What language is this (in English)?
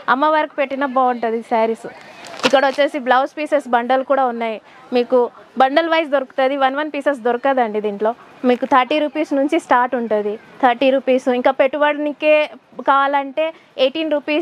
Telugu